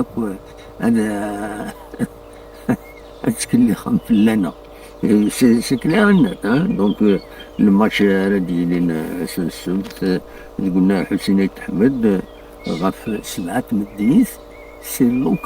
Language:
Kabyle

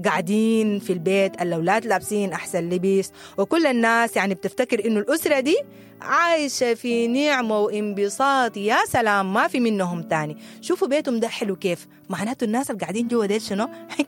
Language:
Sudanese Arabic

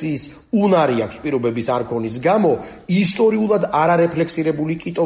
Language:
Georgian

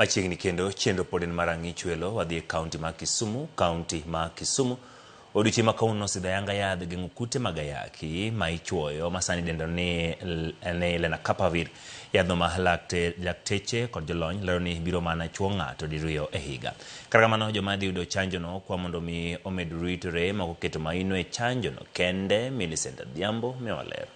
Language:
Luo (Kenya and Tanzania)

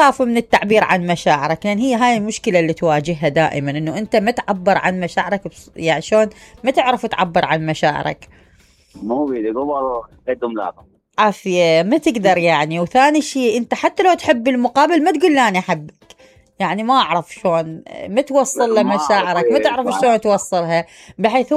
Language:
Mesopotamian Arabic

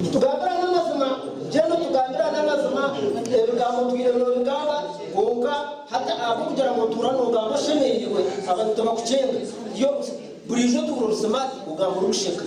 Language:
Nyankole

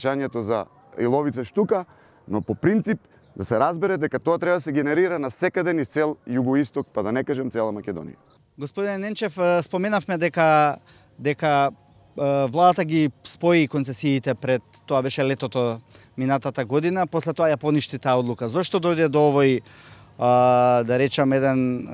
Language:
Macedonian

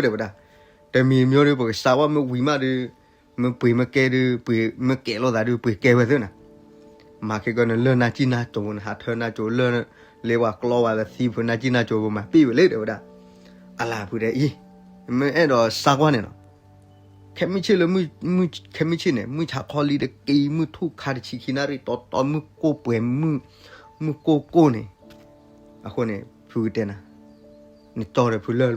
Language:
S'gaw Karen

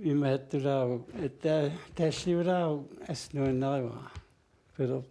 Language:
Kalaallisut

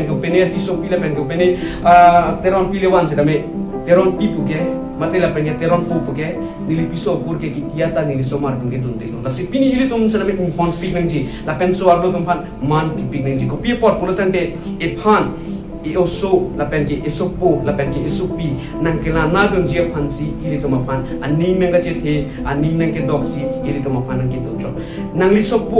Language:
Karbi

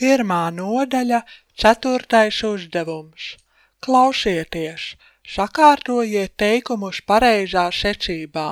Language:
Latvian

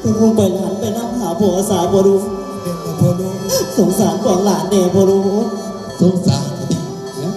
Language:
Northeastern Thai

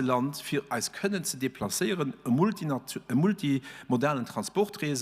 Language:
Luxembourgish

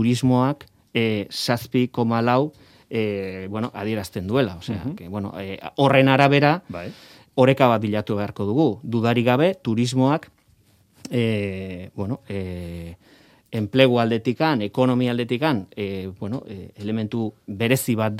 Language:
Basque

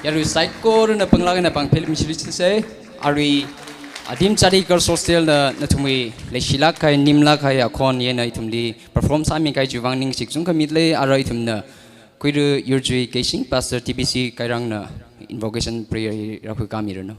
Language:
Tangkhul Naga (India)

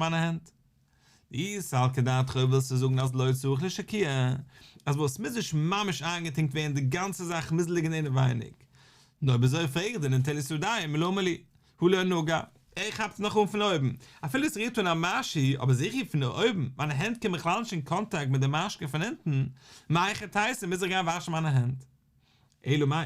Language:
Yiddish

